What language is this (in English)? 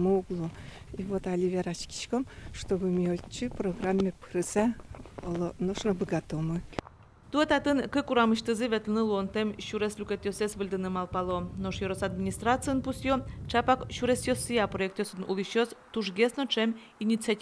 Udmurt